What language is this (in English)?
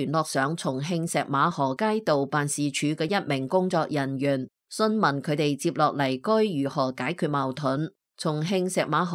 Cantonese